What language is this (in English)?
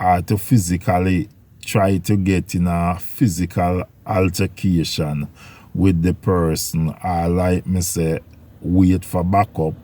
Jamaican Creole English